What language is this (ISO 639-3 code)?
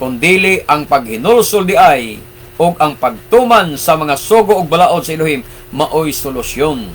ceb